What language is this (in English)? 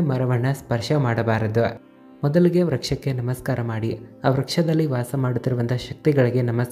Kannada